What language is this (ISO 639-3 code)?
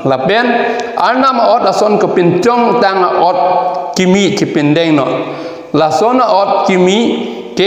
mjw